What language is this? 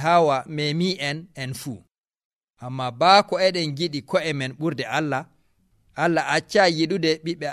Nigerian Fulfulde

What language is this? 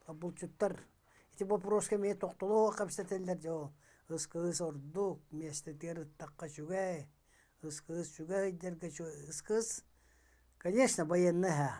Yakut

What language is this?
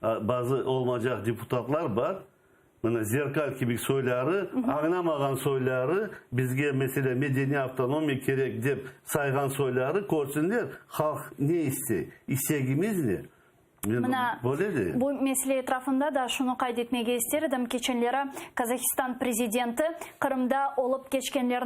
Crimean Tatar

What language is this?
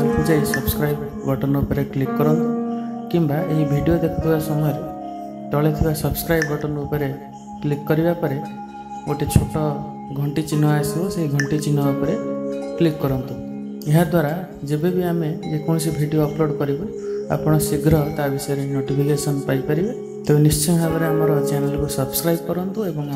Odia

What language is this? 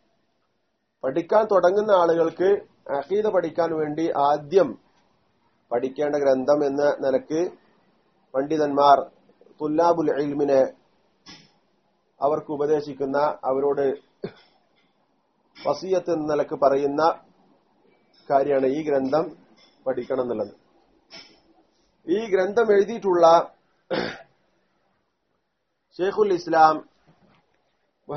Malayalam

